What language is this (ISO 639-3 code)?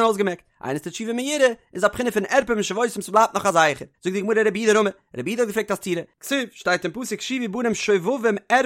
yid